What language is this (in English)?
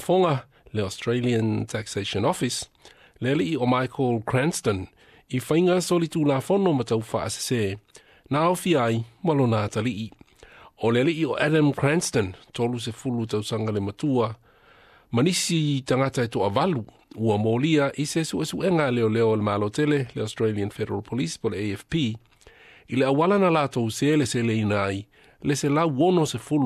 Samoan